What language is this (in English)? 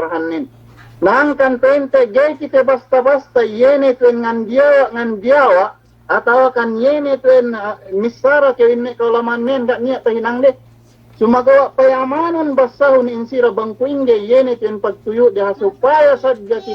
Yakan